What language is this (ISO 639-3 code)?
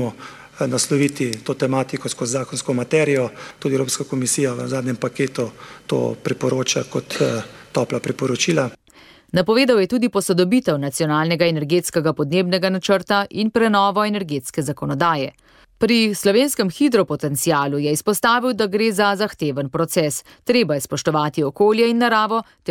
slv